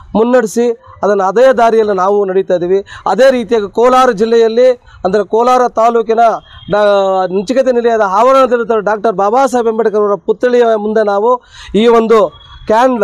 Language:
Kannada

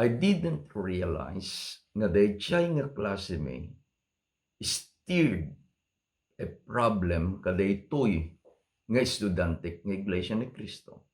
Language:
Iloko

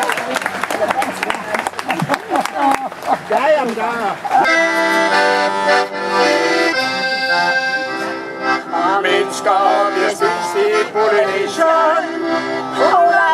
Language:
Danish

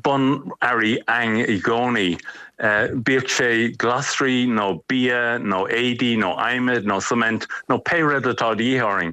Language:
Irish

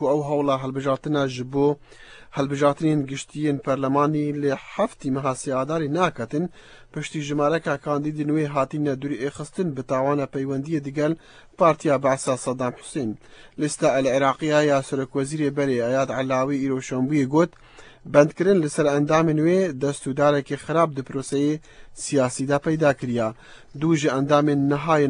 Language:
Central Kurdish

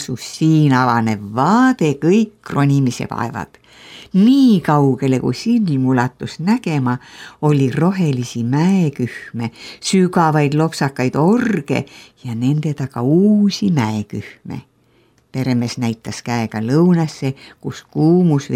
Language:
Estonian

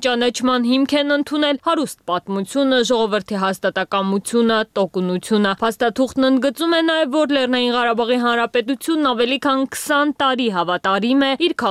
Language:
Armenian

